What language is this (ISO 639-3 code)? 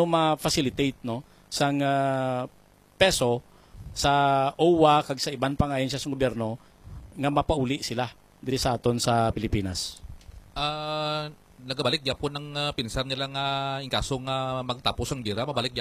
hil